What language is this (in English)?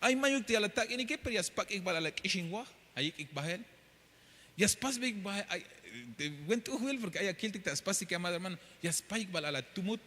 Tzeltal